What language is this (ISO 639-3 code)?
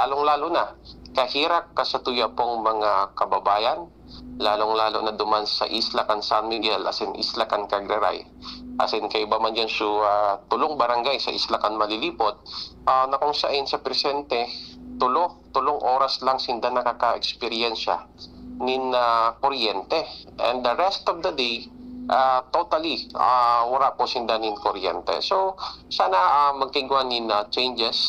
bik